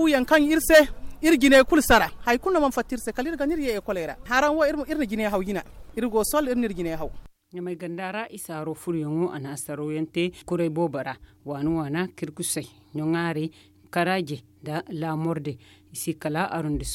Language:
Zarma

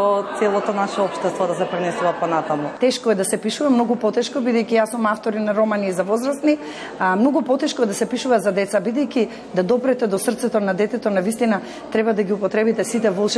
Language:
Macedonian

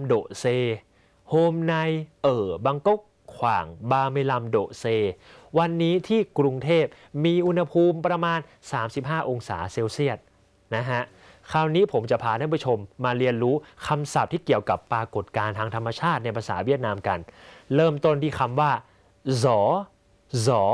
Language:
Thai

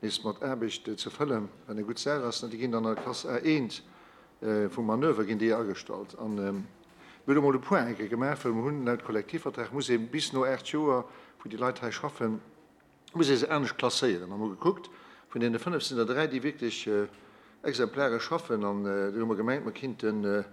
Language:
Luxembourgish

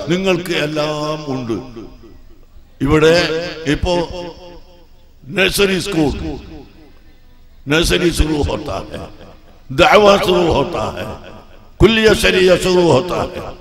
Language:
Malayalam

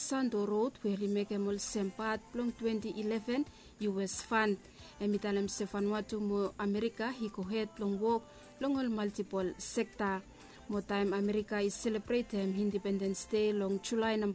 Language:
Bislama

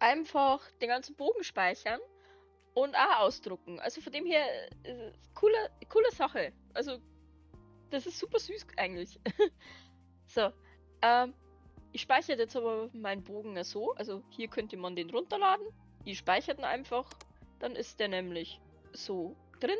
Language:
Bavarian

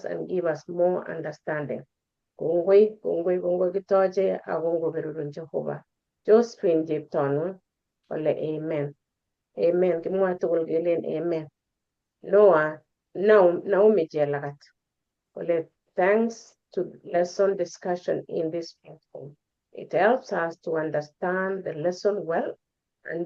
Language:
Kalenjin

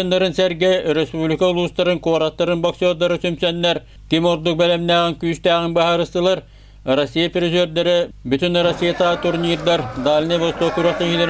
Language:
Yakut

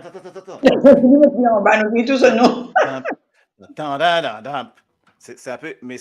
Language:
Morisyen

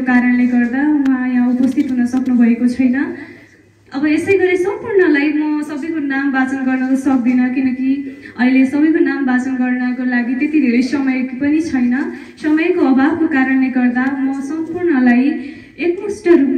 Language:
Nepali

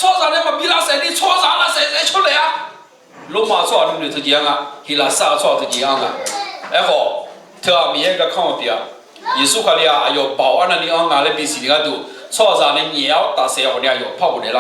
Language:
Akha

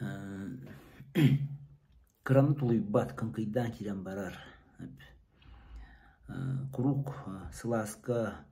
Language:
Yakut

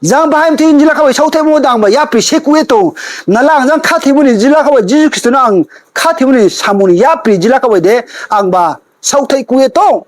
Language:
Riang (India)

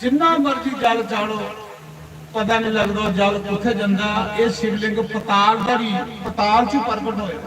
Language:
Dogri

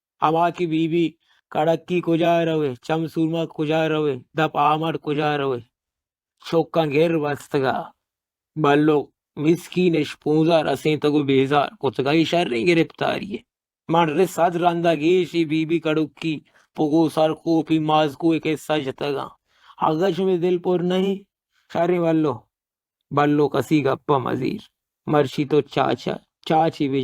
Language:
Baluchi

